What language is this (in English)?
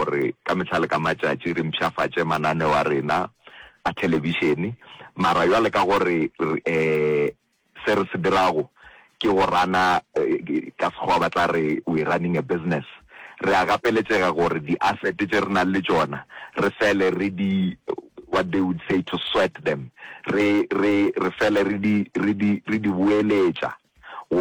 Northern Sotho